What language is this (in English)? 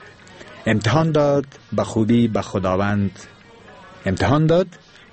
Persian